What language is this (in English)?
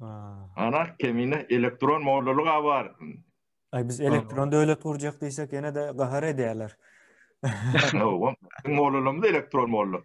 Turkmen